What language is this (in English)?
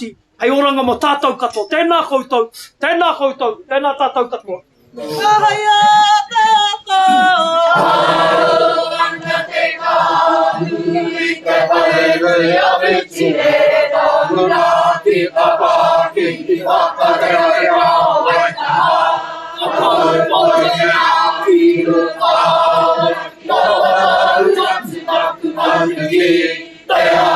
Māori